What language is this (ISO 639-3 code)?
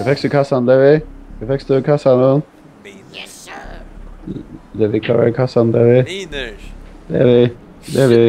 fao